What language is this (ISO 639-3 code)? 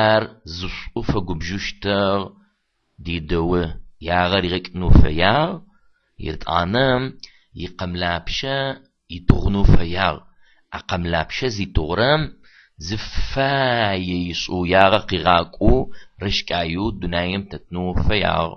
ady